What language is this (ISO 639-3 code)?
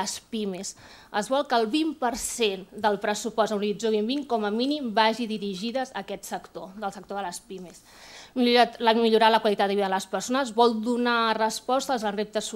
cat